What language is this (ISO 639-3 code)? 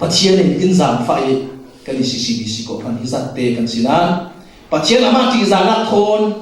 cfm